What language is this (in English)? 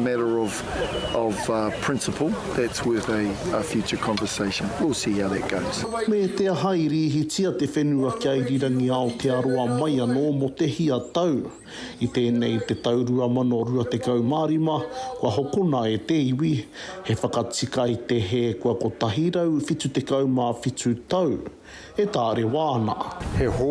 Māori